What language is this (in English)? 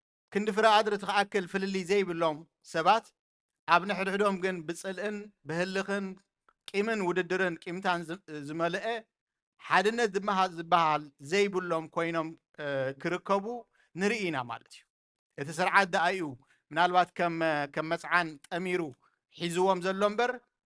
Tigrinya